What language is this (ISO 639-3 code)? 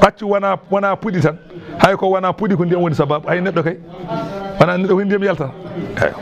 ful